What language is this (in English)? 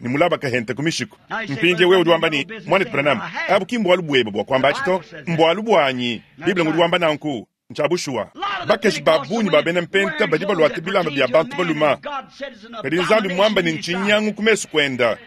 Luba-Lulua